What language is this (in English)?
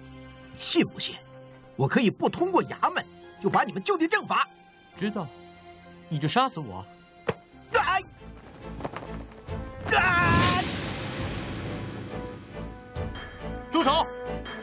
Chinese